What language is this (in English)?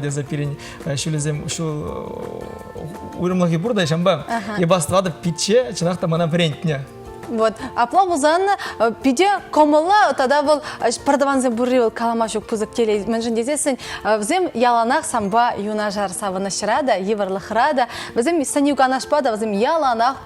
Chuvash